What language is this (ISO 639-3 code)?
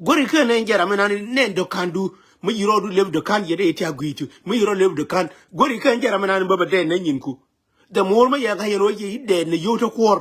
nus